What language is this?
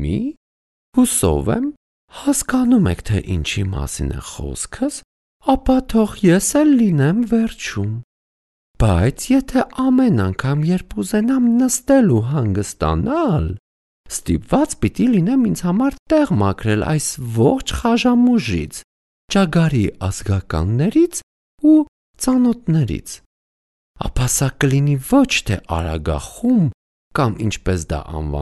Armenian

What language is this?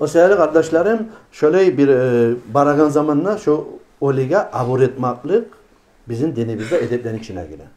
Kumyk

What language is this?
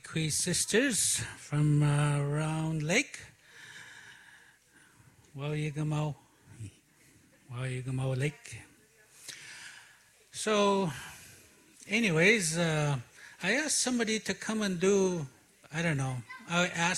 English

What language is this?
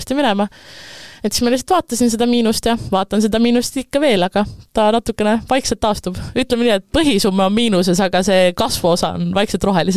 Estonian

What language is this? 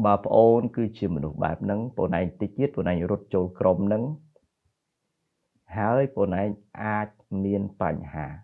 Khmer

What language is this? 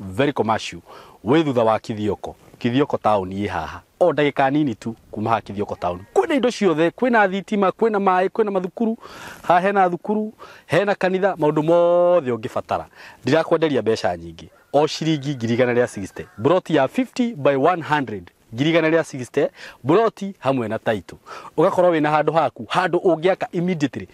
Kikuyu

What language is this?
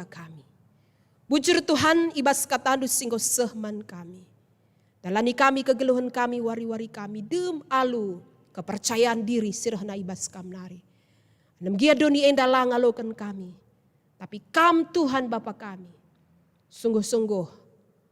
Batak Karo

